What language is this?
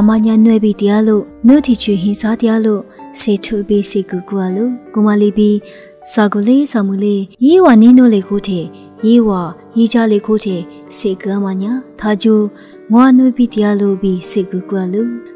Lisu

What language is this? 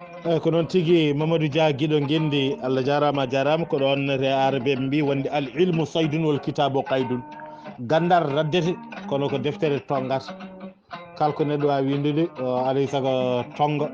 Fula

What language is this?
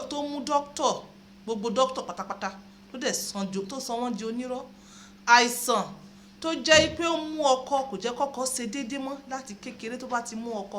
Yoruba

